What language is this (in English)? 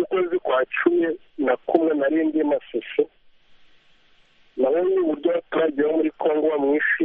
Kinyarwanda